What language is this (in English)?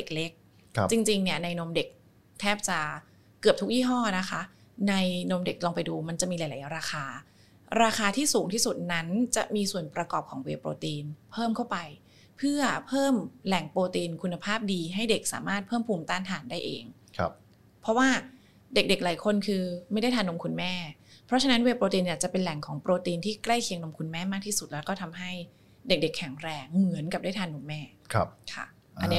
Thai